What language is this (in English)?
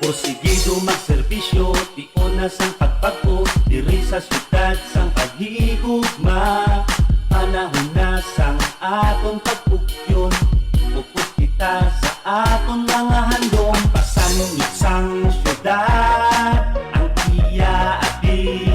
Hiligaynon